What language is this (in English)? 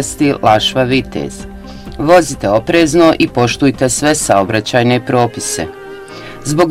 Bosnian